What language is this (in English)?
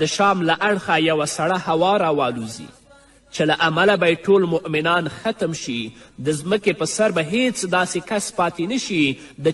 Pashto